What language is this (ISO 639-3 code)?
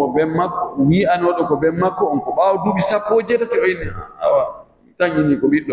fuf